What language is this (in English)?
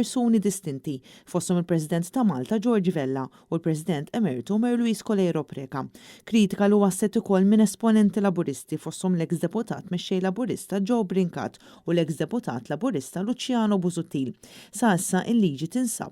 Maltese